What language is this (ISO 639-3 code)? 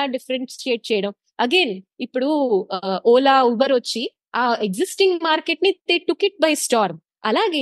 tel